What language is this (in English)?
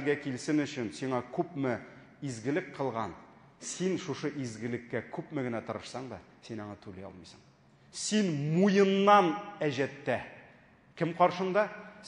Tatar